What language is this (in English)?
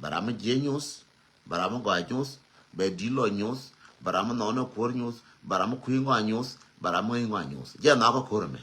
Nuer